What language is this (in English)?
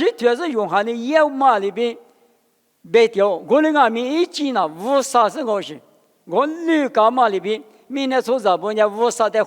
Lisu